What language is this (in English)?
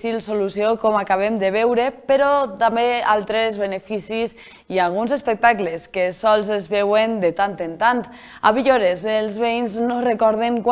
Catalan